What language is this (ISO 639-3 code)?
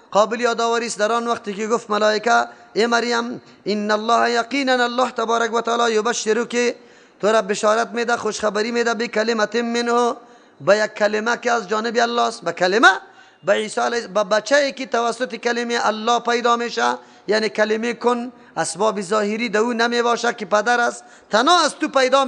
fas